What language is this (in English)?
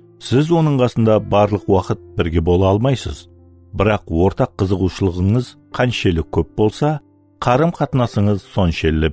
Kara-Kalpak